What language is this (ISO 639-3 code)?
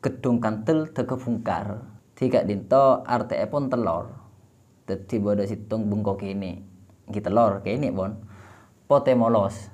mad